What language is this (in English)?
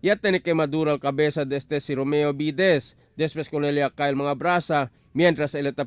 Chavacano